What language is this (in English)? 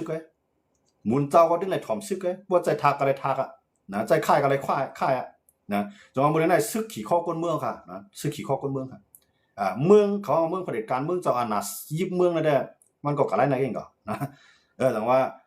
Shan